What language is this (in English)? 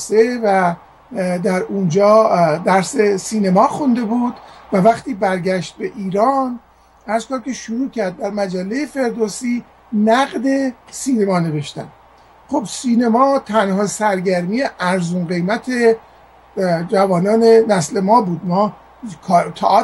Persian